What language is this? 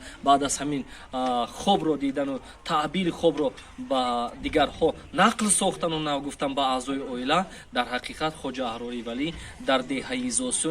Tajik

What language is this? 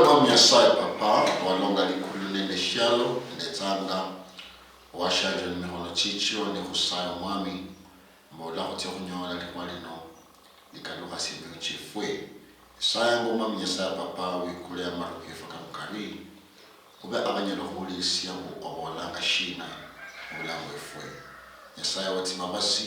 Luyia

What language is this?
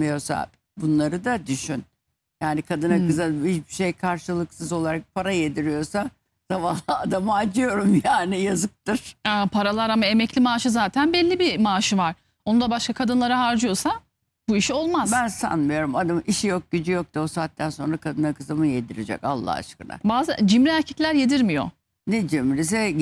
Turkish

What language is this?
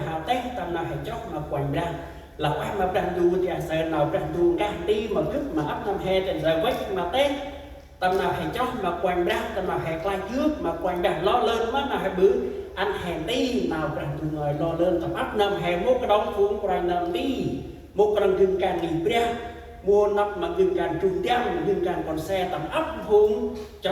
Central Mnong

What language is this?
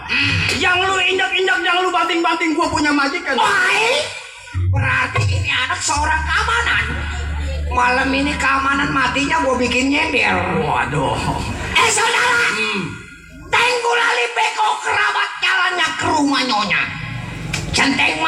Betawi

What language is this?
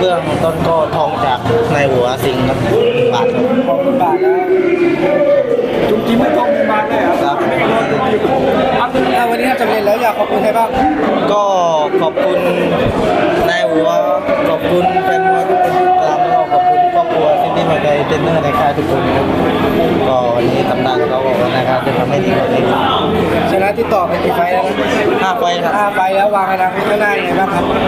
Thai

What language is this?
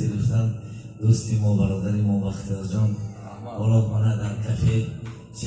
Tajik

